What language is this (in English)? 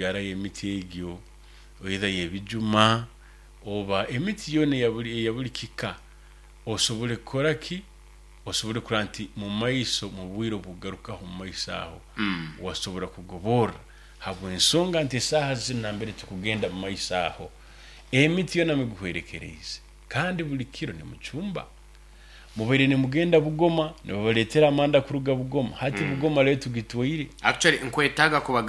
Nyoro